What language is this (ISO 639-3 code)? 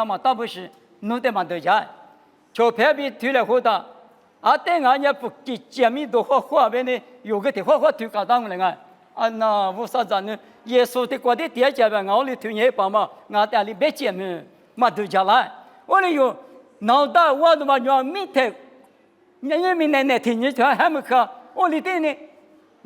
lis